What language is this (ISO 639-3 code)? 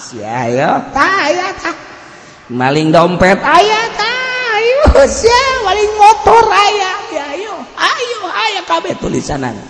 sun